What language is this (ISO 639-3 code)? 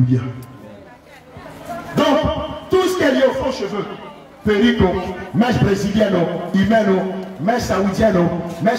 fra